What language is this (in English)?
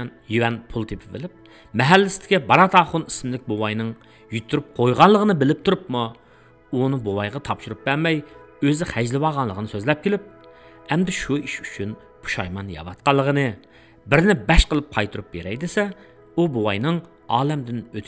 Uyghur